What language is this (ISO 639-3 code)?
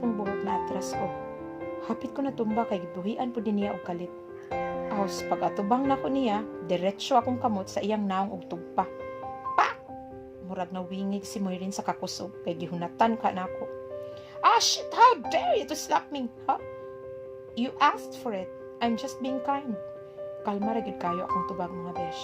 ceb